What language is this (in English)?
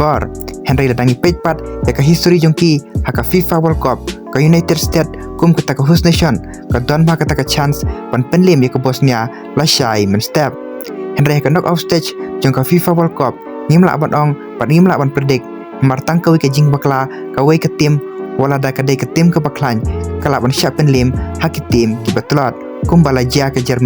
Khasi